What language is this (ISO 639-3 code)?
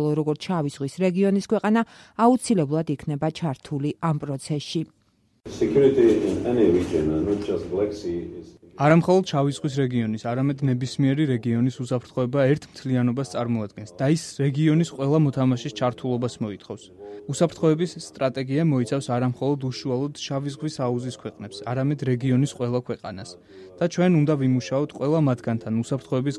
kat